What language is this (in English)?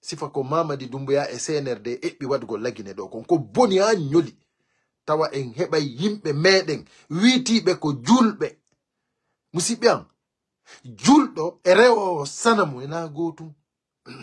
Fula